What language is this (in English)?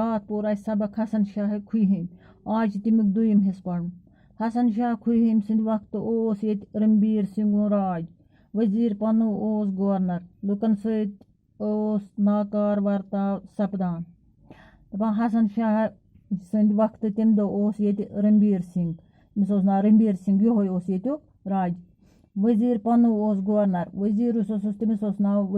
Kashmiri